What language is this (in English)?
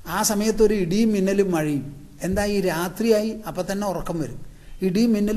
Malayalam